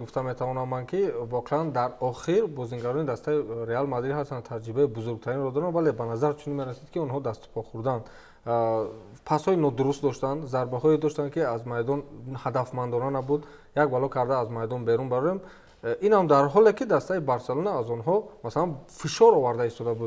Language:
Tajik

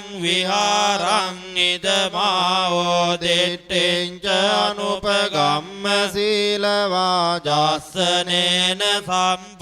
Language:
Pali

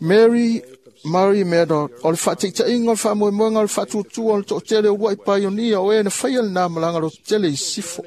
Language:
Samoan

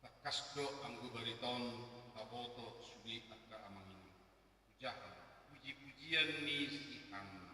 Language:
Batak Toba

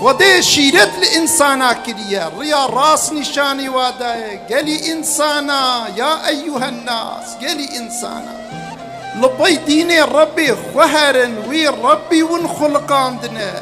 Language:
Kurdish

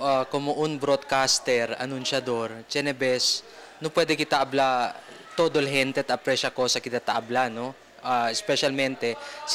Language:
Chavacano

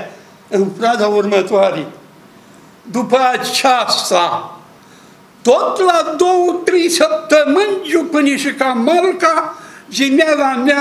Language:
Romanian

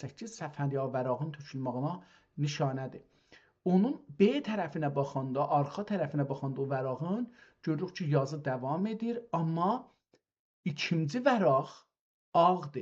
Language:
South Azerbaijani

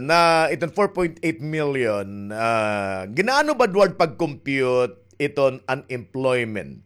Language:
Waray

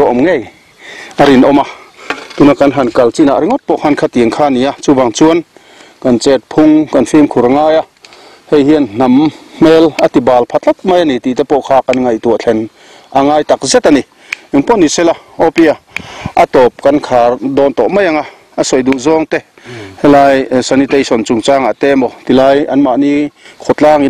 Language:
Mizo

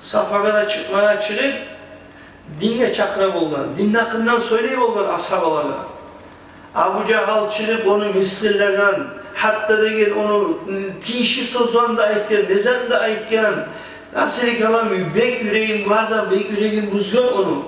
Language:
Kumyk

